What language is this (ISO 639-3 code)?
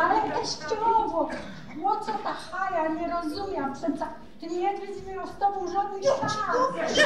szl